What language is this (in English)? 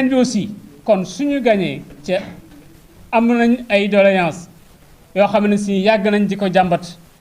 Wolof